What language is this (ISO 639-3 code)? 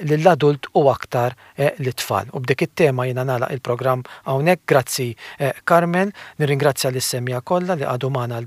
mlt